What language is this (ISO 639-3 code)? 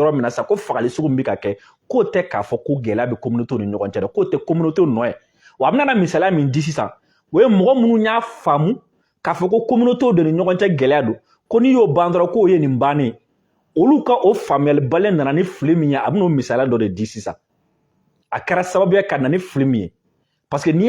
bam